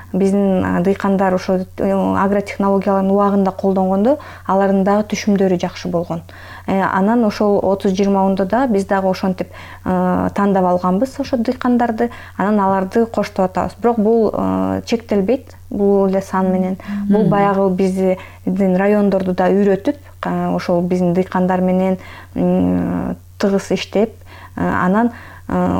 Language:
Kyrgyz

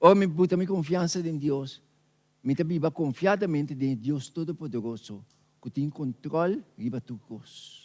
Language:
Papiamento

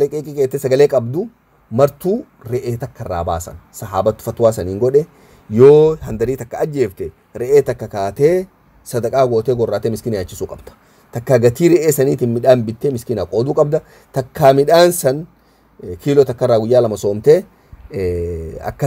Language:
Oromo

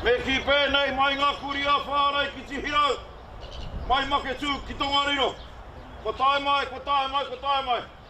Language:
Māori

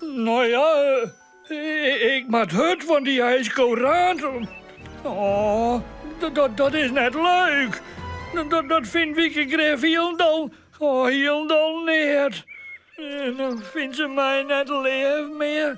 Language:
Western Frisian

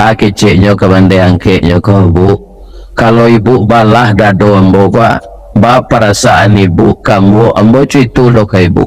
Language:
Minangkabau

